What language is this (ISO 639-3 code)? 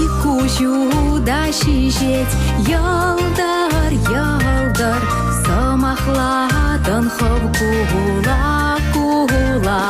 chv